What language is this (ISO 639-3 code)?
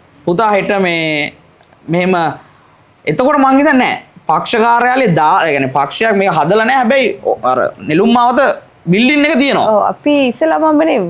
sin